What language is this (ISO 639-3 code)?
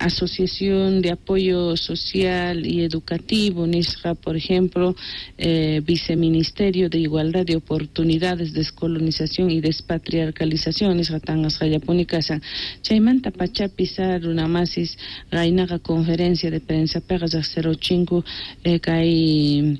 que